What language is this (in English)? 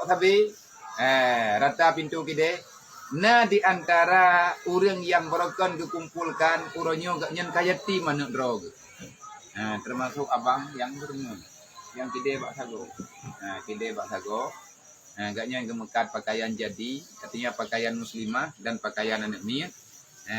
Achinese